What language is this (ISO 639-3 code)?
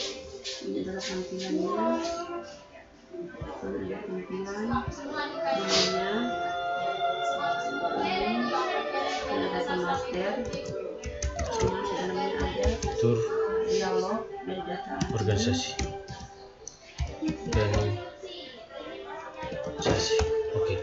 ind